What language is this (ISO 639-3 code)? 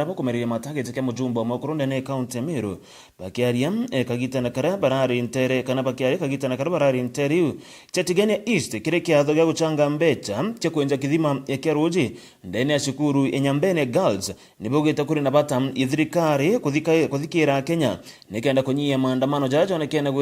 mer